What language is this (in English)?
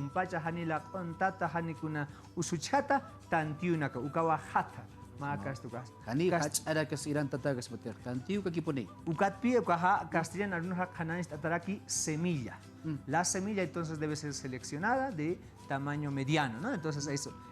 Aymara